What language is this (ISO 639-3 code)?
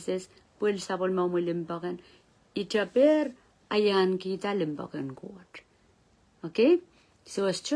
pon